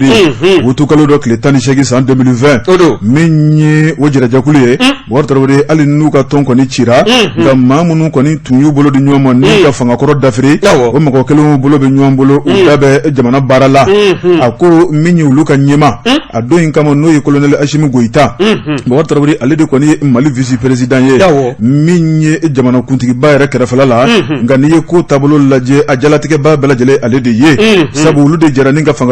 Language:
Bambara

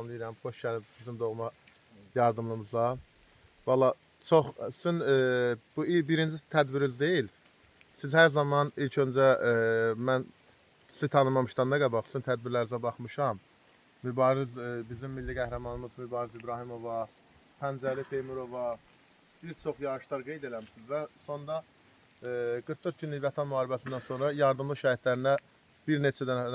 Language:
Azerbaijani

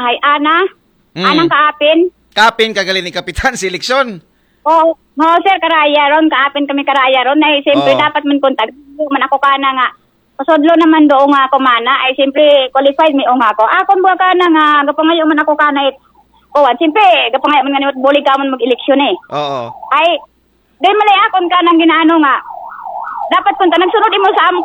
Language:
Aklanon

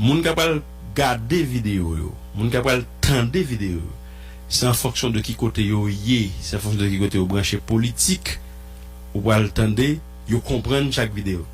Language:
Haitian Creole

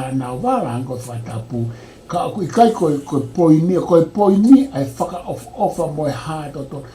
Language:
Tongan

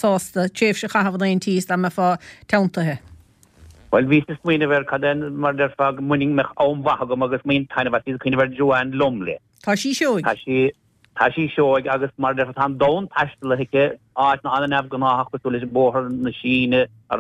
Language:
Irish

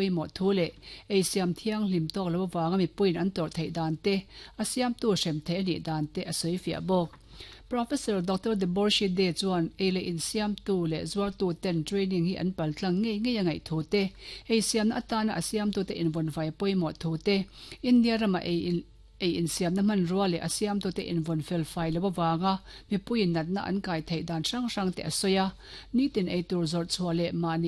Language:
Mizo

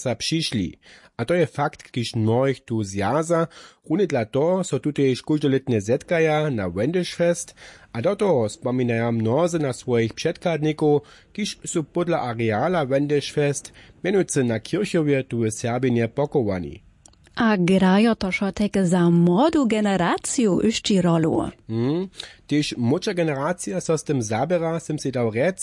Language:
Upper Sorbian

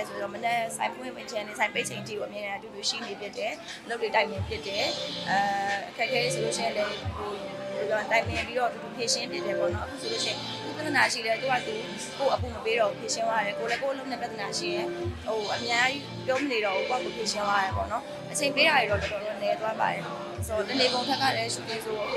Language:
Burmese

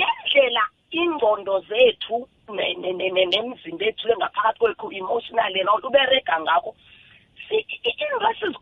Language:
South Ndebele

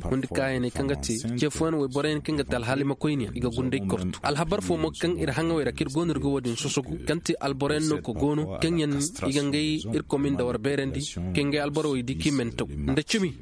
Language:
Koyraboro Senni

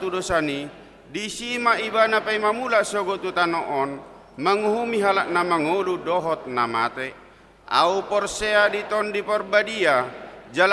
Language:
Batak Toba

